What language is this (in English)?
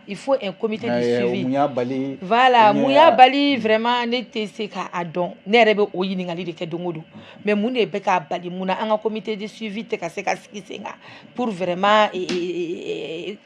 Bambara